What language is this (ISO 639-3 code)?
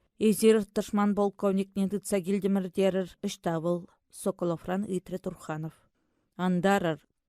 chv